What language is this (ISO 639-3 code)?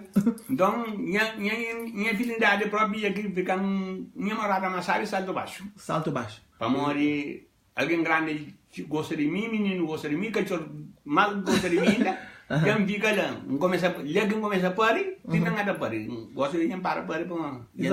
kea